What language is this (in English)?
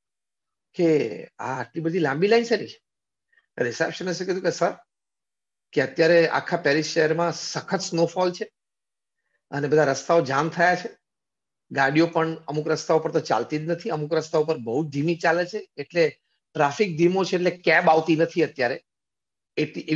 Gujarati